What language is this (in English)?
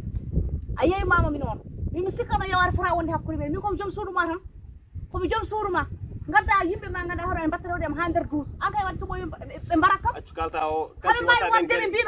Fula